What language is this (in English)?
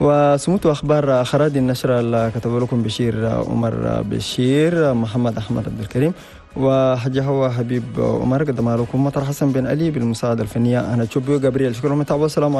Chadian Arabic